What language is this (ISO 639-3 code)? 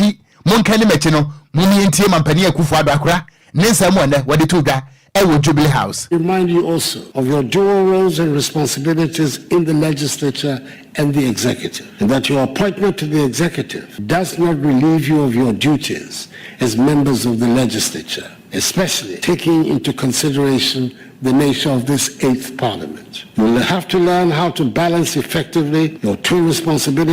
aka